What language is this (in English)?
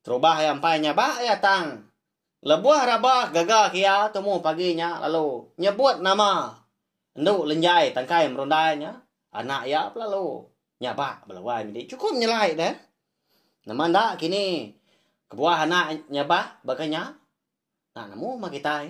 Iban